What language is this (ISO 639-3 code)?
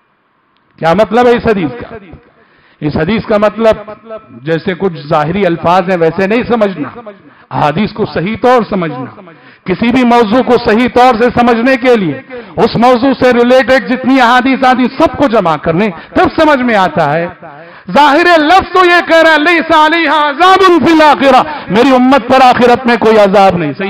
urd